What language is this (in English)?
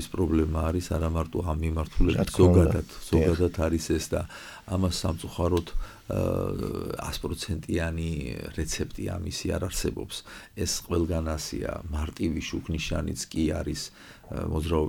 Georgian